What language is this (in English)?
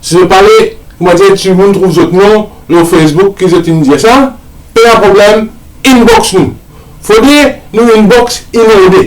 Morisyen